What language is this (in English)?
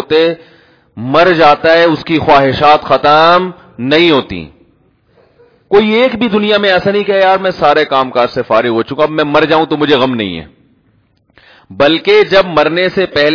Urdu